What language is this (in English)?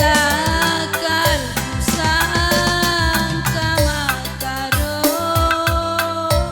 Batak Karo